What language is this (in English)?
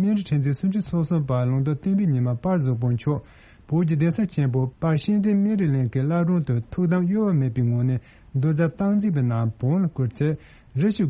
Tibetan